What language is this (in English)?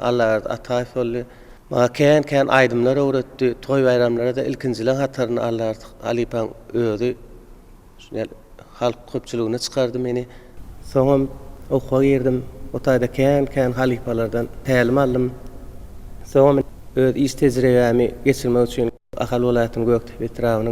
Turkmen